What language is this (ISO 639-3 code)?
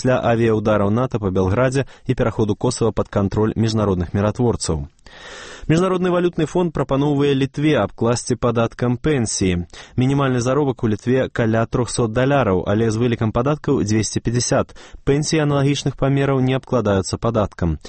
bel